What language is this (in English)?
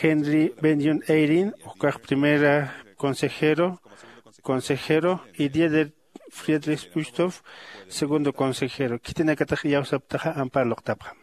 Aymara